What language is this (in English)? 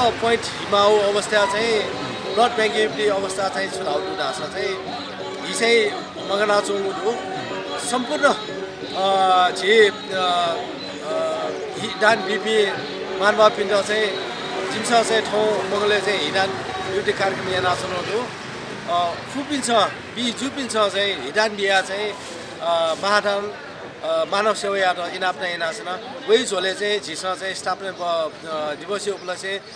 Newari